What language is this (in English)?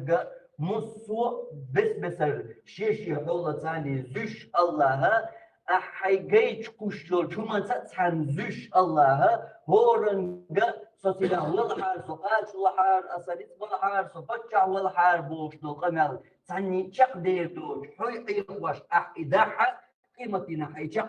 Chechen